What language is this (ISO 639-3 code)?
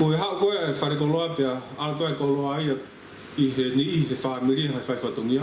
ton